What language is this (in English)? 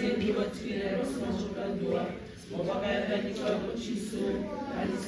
Fijian